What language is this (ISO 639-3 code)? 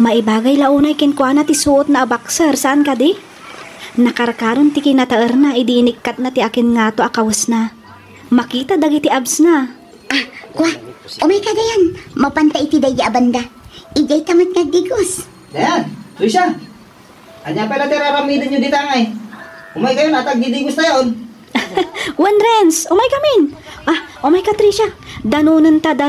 ilo